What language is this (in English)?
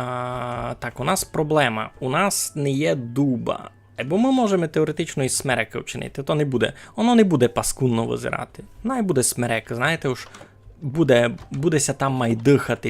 Rusyn